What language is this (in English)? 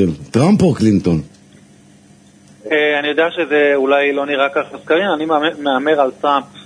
Hebrew